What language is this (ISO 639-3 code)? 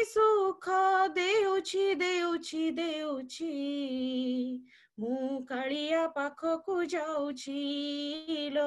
ori